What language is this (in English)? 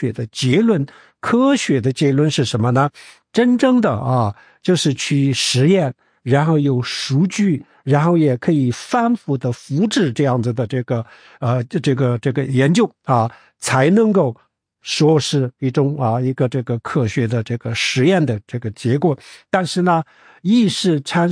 Chinese